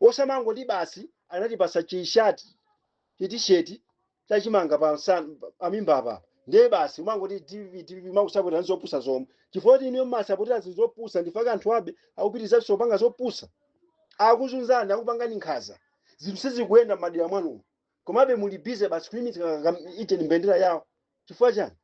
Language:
Nyanja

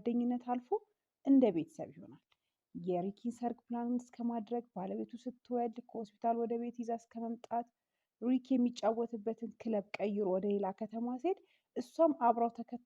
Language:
Amharic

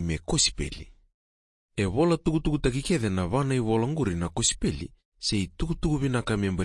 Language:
Fijian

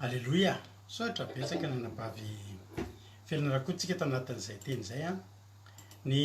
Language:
Malagasy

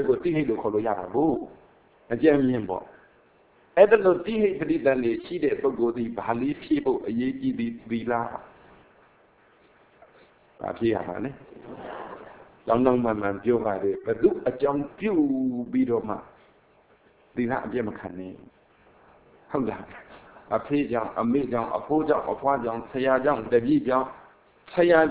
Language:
Burmese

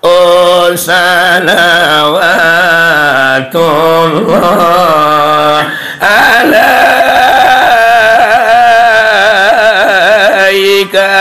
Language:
Minangkabau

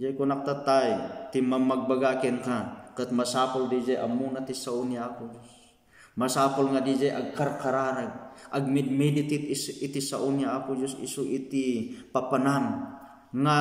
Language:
Iloko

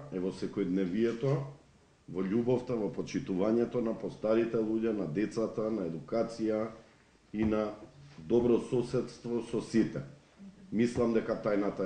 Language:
Macedonian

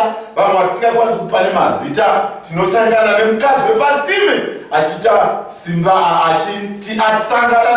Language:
Shona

